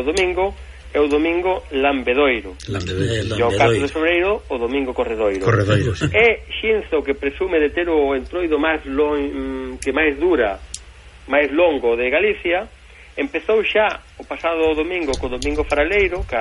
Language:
Galician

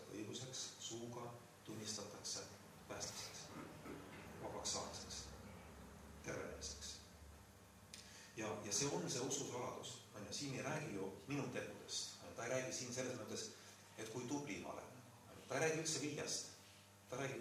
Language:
Estonian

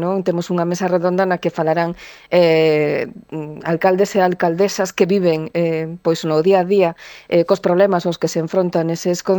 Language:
Galician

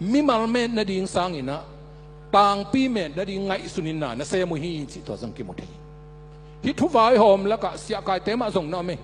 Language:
Tedim Chin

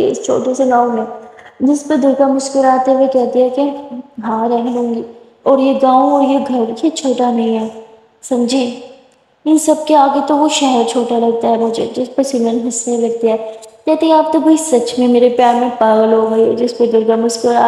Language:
Urdu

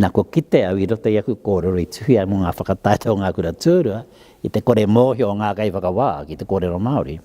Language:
Māori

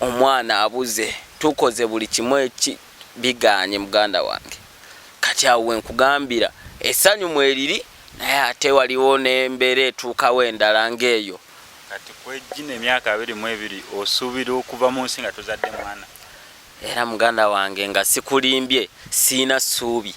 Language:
Ganda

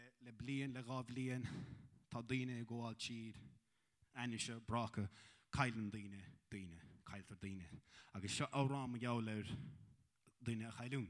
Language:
Irish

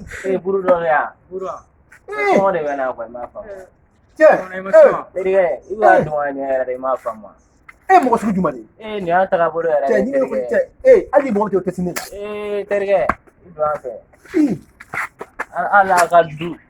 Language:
Bambara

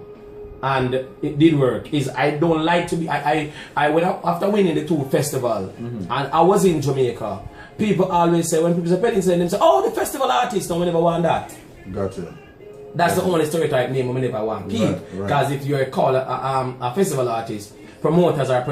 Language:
Jamaican Creole English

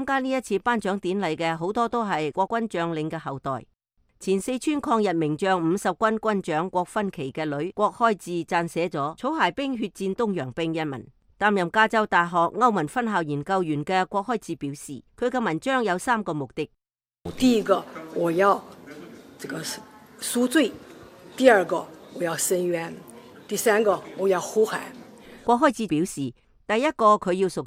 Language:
Cantonese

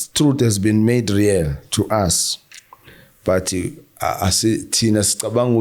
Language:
Zulu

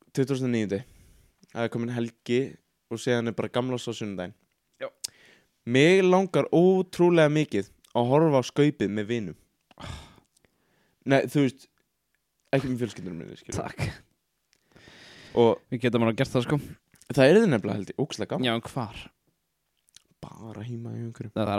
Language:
Icelandic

